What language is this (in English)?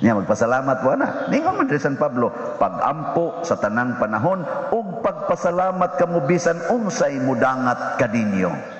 Cebuano